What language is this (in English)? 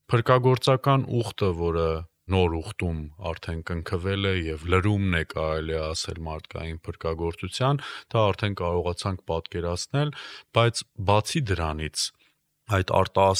Armenian